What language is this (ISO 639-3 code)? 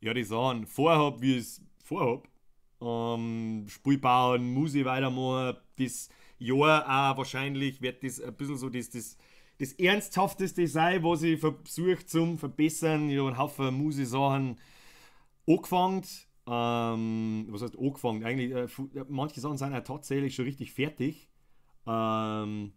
bar